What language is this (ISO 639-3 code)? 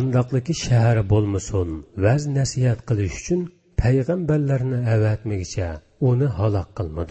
uig